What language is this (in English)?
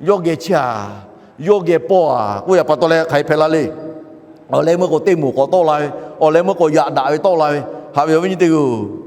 Lahu